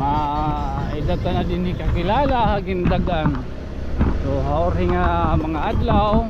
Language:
Waray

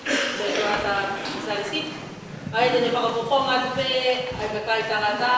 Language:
Tongan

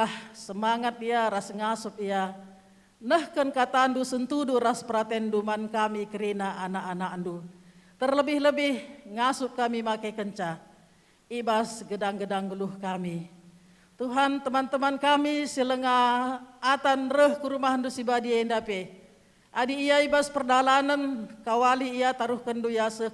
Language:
Batak Karo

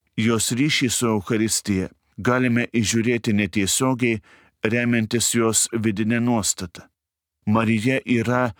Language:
Lithuanian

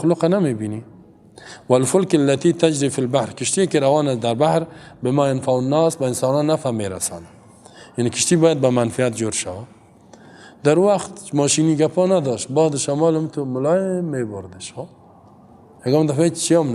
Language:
Persian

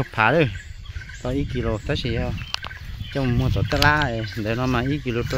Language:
Hmong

